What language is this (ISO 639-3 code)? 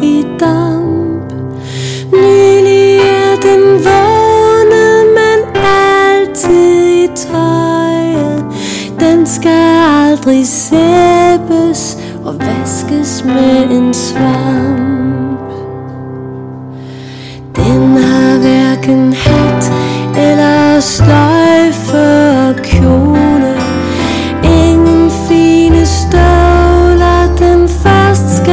dan